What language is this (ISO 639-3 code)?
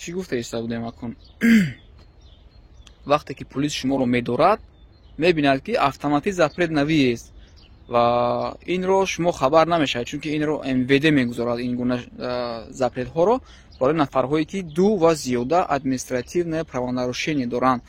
tgk